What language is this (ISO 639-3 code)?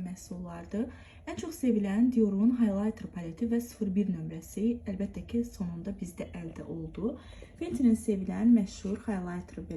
aze